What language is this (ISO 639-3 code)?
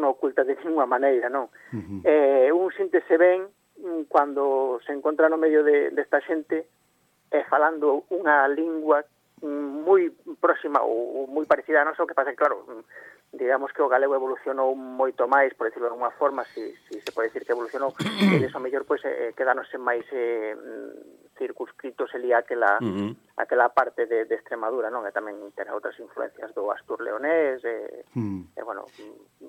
glg